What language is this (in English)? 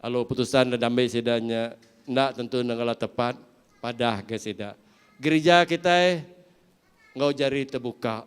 Iban